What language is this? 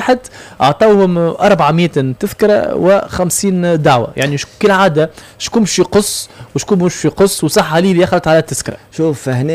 Tunisian Arabic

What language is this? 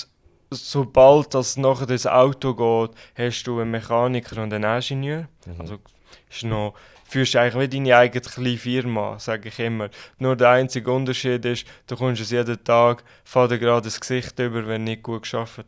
Swiss German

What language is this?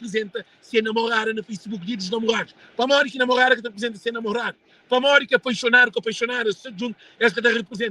Kabuverdianu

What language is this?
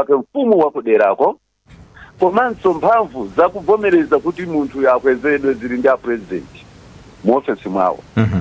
Nyanja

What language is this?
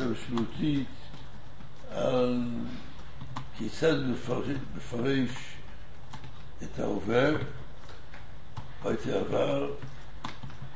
Hebrew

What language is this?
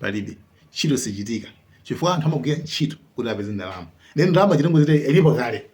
Nyanja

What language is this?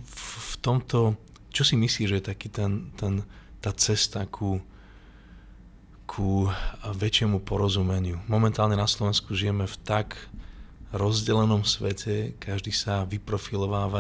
Slovak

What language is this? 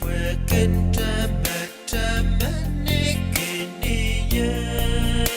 Pohnpeian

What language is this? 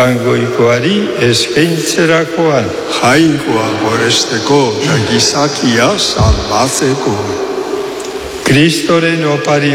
Basque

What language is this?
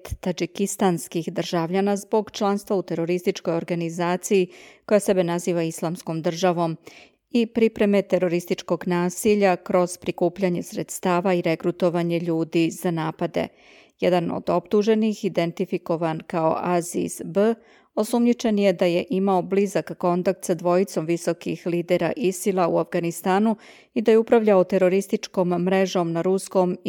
Serbian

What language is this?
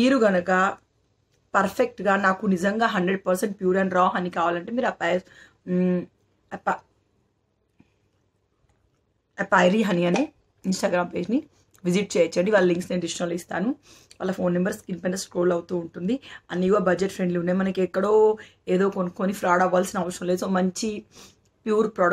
Telugu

